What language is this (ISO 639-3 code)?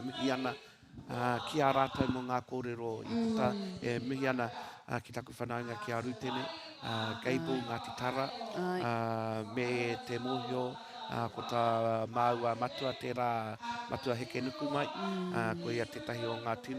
mri